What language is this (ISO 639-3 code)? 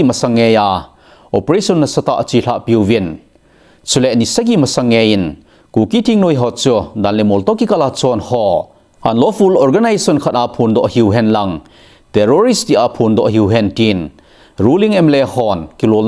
tcz